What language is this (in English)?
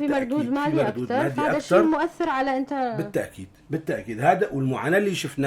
North Levantine Arabic